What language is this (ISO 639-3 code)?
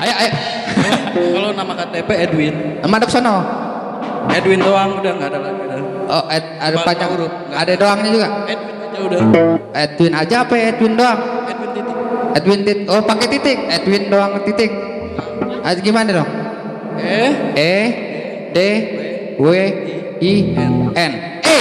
bew